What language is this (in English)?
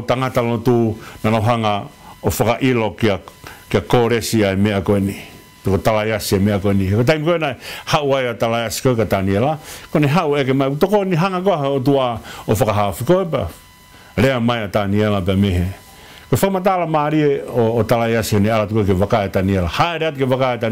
Tongan